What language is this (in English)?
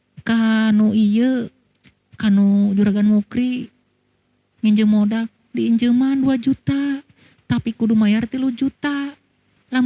Sundanese